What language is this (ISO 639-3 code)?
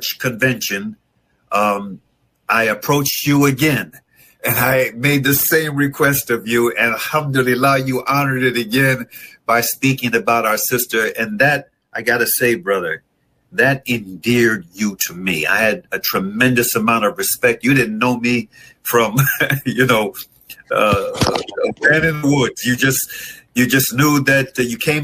eng